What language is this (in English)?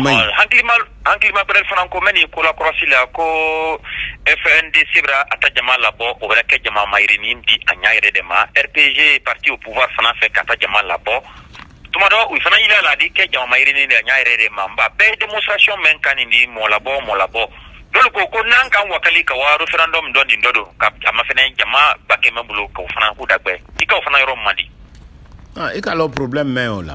Bambara